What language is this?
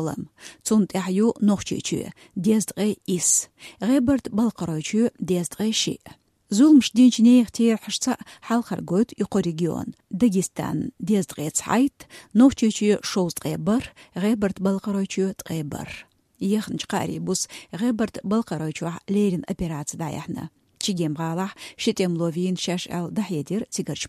Chechen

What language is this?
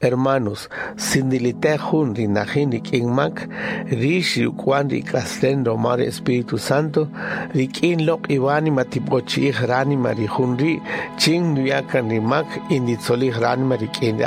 Kaqchikel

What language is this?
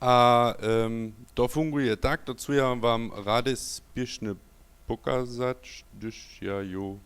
Upper Sorbian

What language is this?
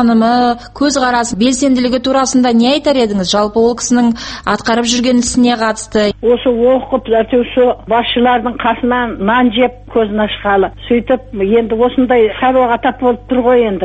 Kazakh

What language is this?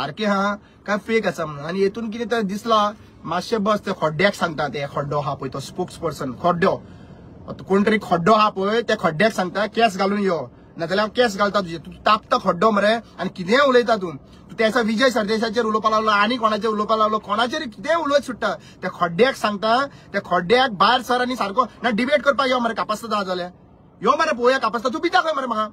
Konkani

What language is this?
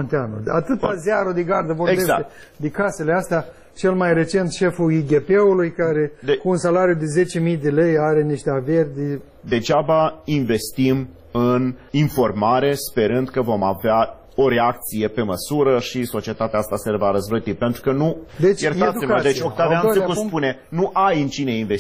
Romanian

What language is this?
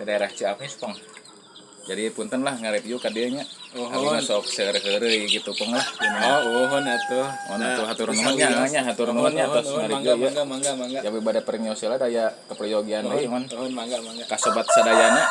Sundanese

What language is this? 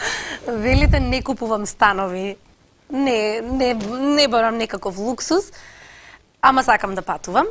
Macedonian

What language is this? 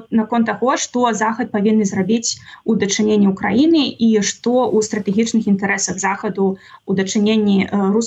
Belarusian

